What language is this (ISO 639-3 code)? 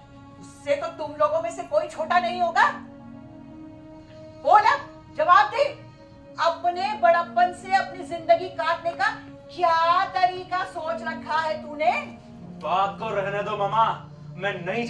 hin